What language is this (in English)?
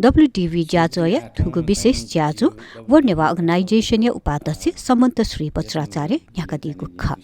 Newari